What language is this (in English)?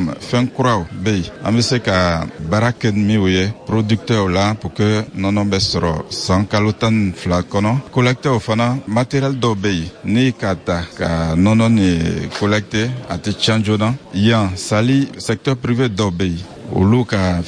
Bambara